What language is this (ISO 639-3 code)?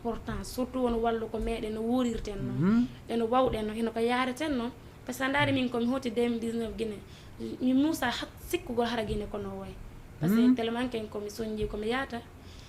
ful